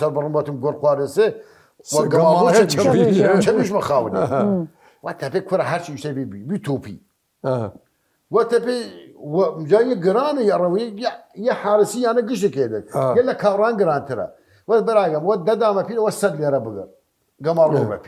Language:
Southern Kurdish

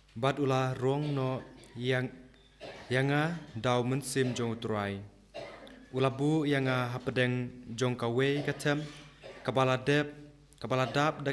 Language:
Khasi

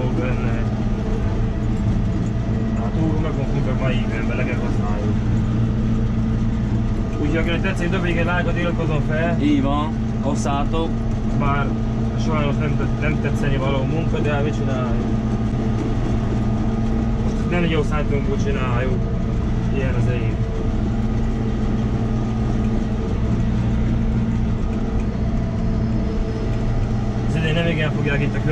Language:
Hungarian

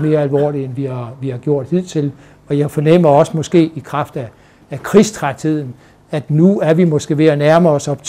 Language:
Danish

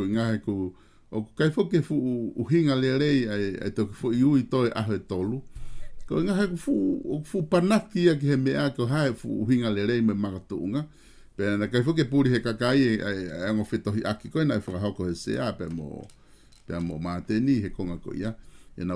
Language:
Tongan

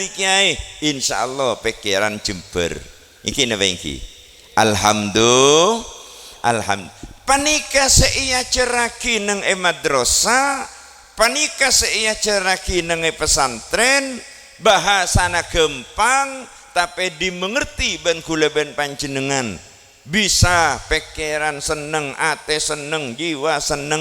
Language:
Madurese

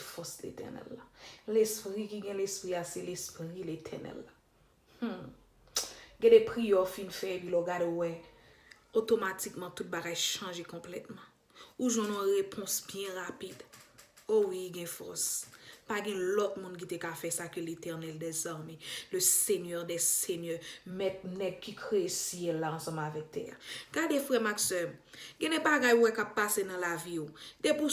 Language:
Haitian Creole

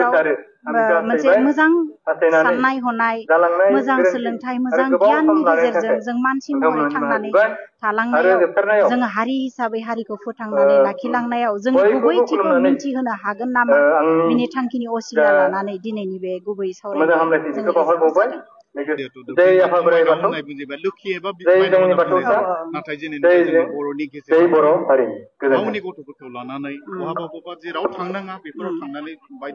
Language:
Bodo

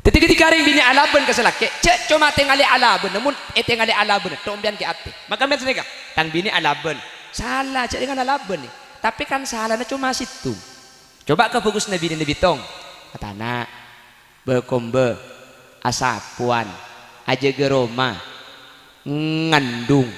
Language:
Madurese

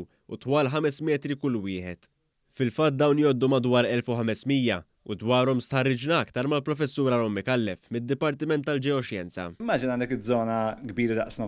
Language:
Maltese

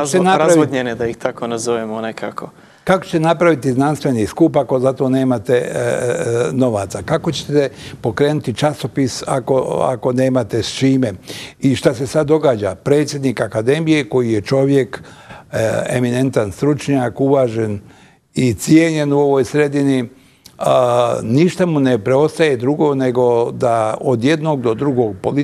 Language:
Bosnian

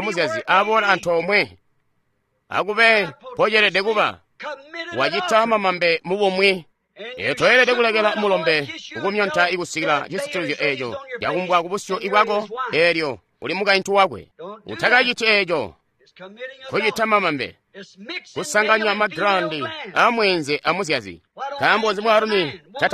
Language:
Tonga (Zambia)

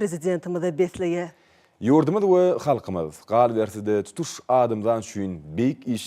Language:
Turkmen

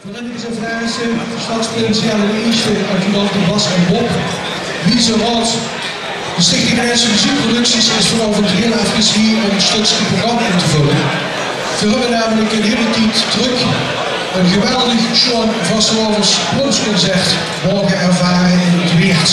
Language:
Limburgish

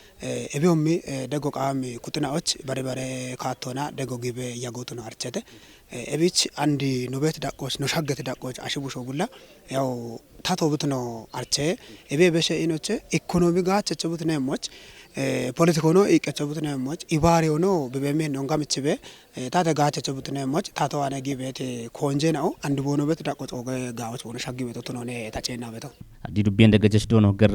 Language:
Kafa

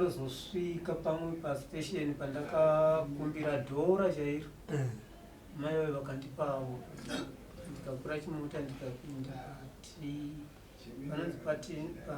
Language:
Shona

